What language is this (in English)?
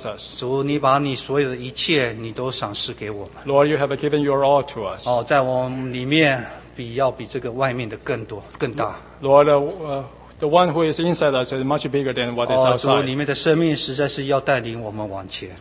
Chinese